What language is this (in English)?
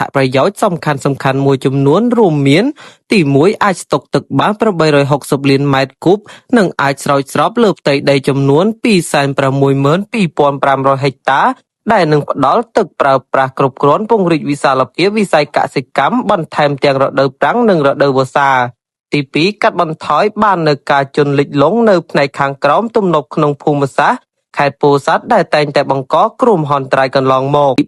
Khmer